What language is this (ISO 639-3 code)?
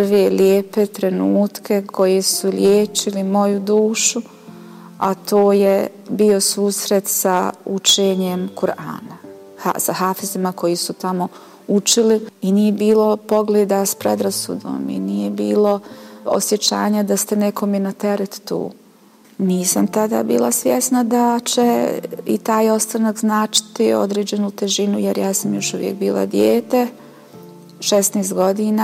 bos